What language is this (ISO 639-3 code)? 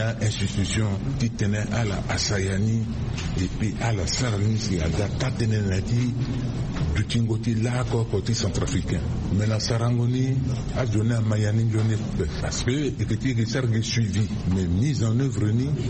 sag